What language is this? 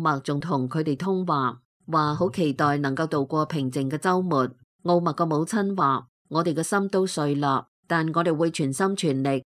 Cantonese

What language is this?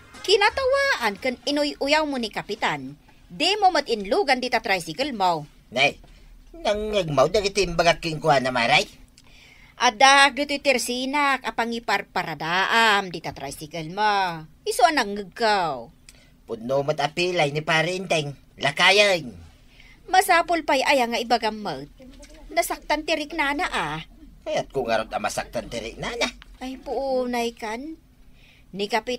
Iloko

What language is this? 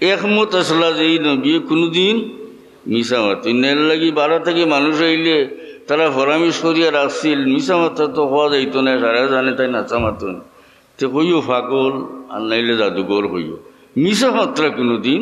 Sylheti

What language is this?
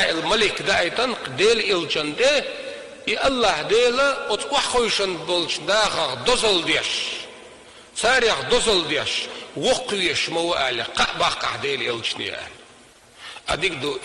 Chechen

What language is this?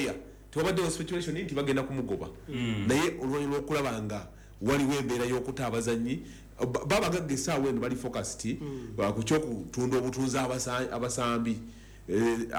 Ganda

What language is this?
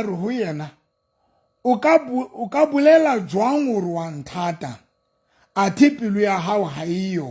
Southern Sotho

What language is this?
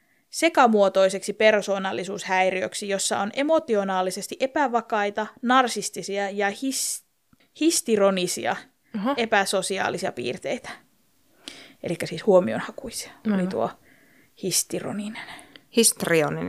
Finnish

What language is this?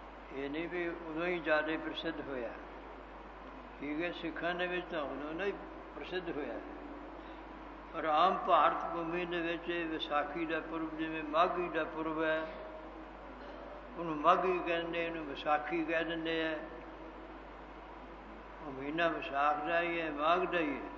Punjabi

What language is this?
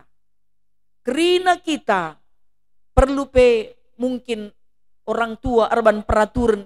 Batak Karo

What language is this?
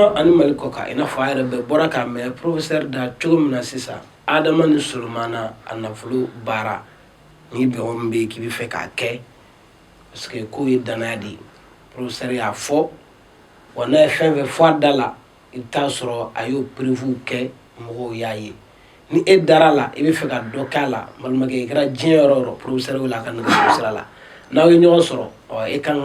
Bambara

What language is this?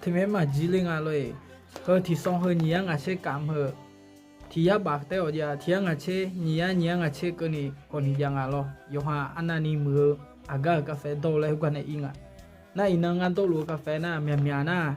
Akha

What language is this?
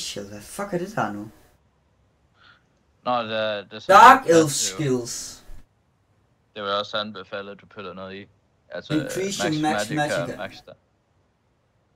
Danish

